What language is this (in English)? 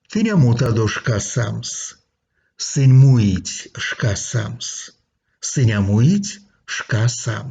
Erzya